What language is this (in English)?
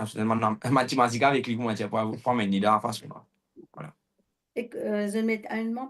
Morisyen